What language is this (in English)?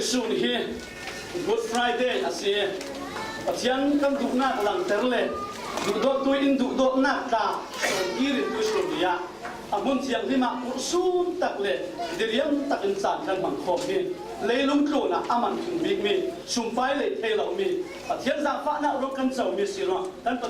Falam Chin